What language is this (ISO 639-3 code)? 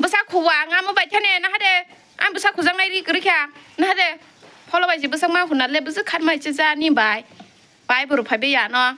trp